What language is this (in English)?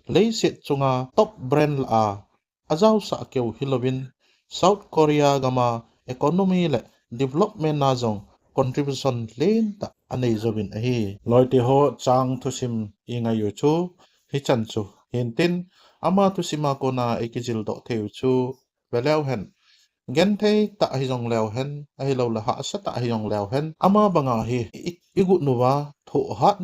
Thado Chin